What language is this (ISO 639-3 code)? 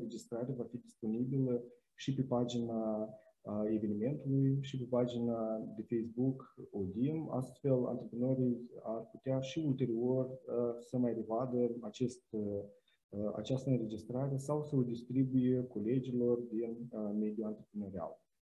ron